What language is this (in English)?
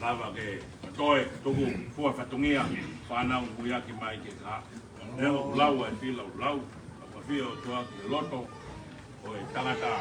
Tongan